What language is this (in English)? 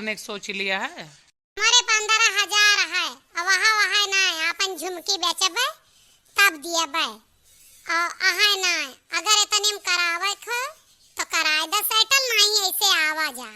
Awadhi